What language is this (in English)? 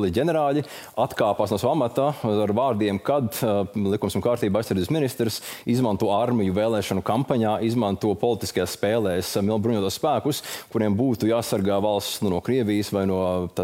Latvian